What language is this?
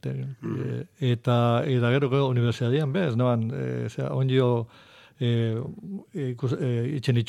Basque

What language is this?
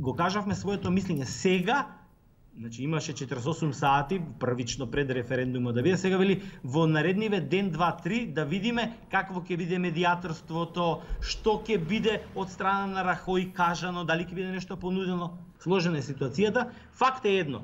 Macedonian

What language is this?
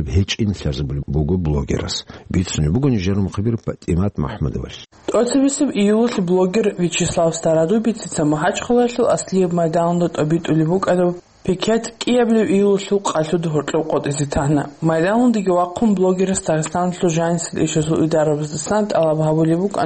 Avaric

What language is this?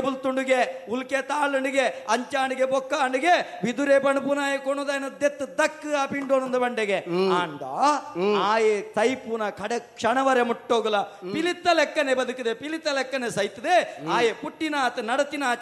Tulu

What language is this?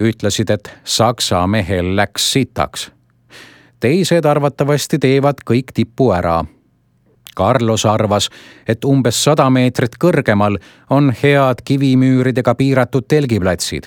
Estonian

